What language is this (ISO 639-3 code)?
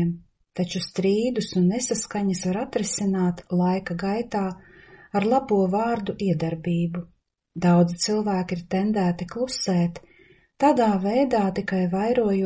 lav